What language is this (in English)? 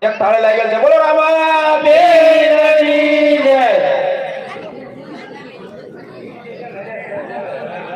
Gujarati